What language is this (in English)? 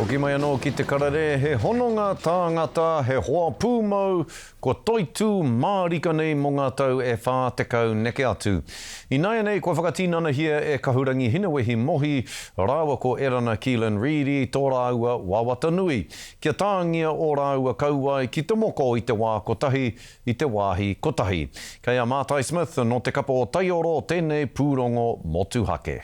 Māori